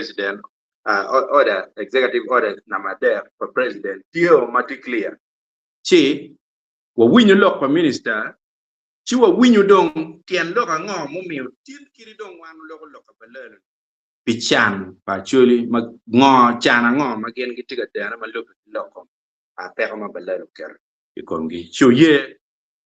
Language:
Acoli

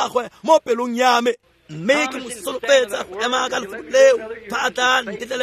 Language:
Tswana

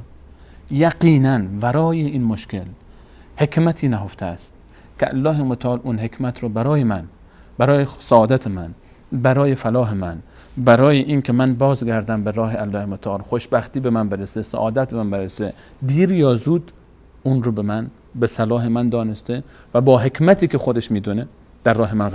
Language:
Persian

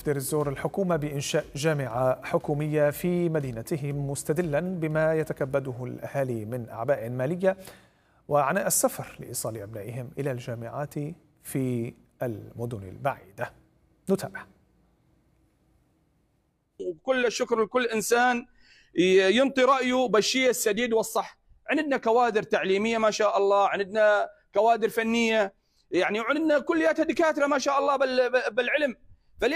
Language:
Arabic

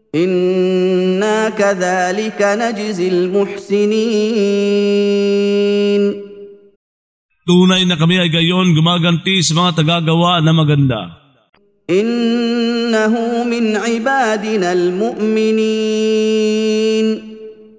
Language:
Filipino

